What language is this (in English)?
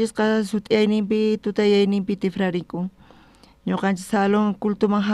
South Bolivian Quechua